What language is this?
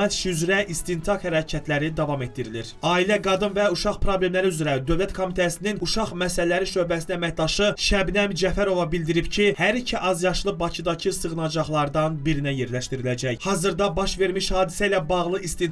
Azerbaijani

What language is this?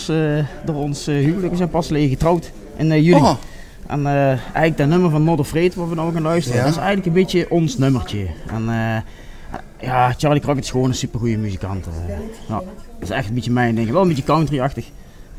Limburgish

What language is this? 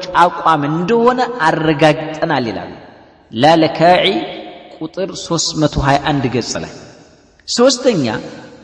Amharic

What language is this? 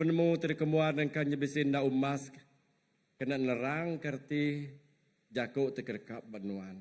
Iban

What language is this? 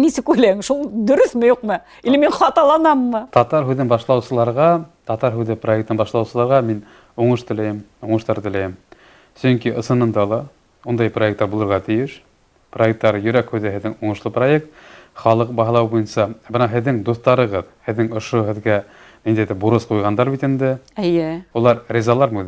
Bashkir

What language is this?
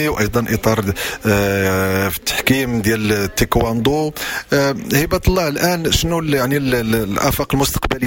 Moroccan Arabic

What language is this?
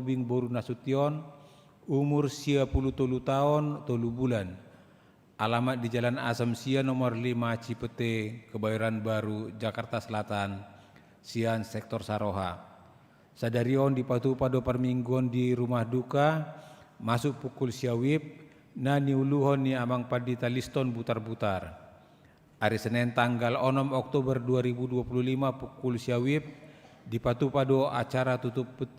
Batak Toba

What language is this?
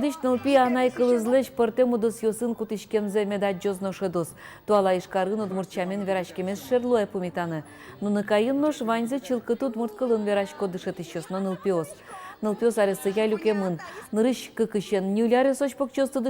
Udmurt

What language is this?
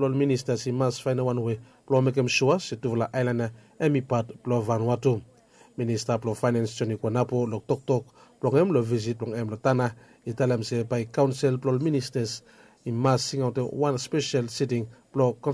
Bislama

